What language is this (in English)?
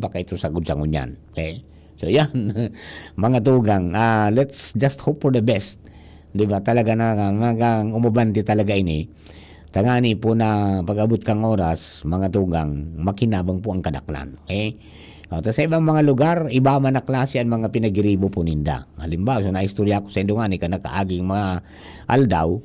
Bikol